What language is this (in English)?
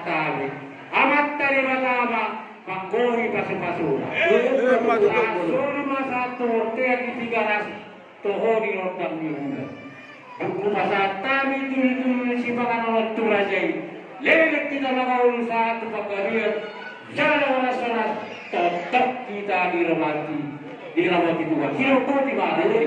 Batak Toba